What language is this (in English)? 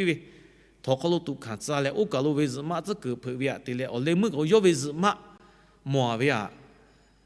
Lahu